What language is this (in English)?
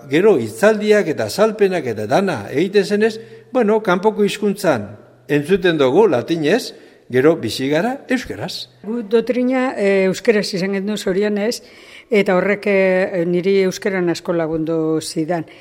Basque